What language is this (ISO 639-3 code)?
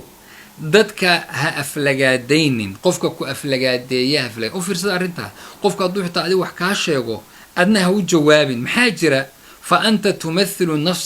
som